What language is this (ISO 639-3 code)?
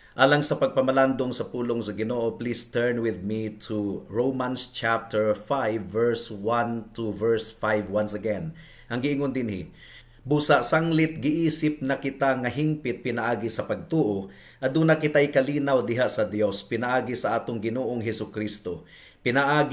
ceb